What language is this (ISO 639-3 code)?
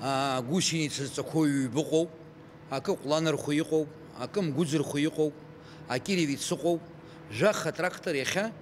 abk